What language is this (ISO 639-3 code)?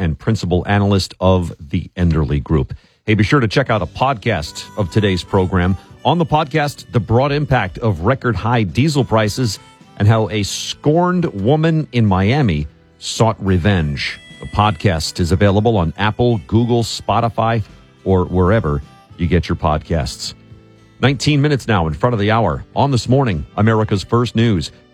eng